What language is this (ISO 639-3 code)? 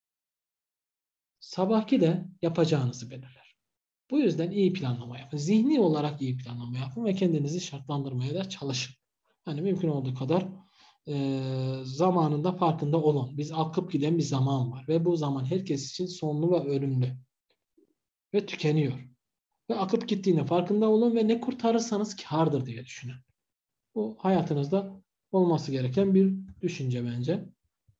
tur